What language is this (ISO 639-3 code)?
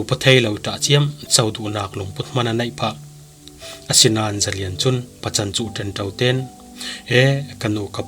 cfm